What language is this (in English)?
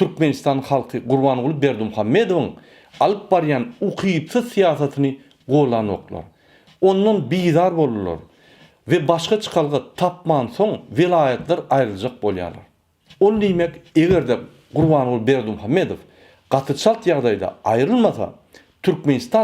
Turkmen